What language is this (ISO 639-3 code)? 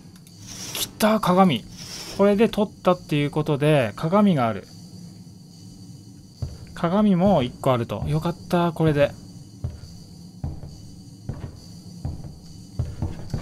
jpn